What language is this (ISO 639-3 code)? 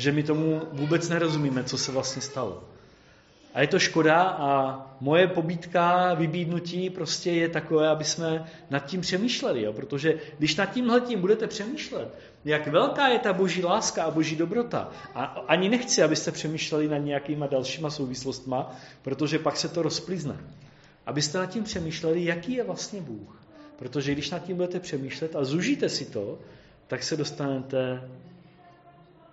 ces